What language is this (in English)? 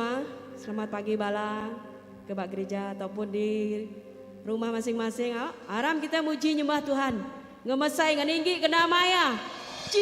Iban